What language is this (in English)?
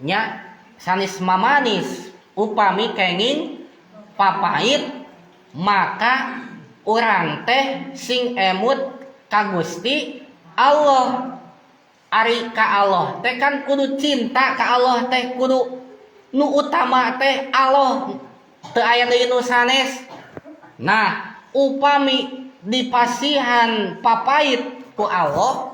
Sundanese